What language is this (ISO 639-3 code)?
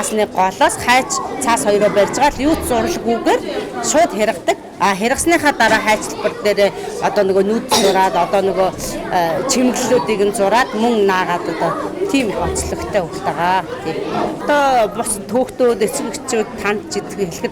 mon